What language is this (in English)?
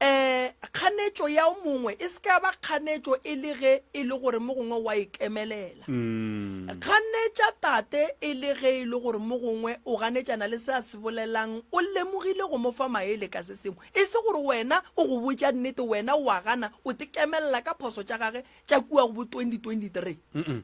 Northern Sotho